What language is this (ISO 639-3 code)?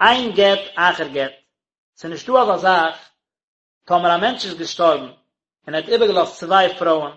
yid